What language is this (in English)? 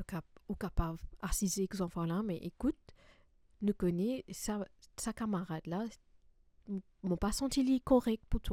Morisyen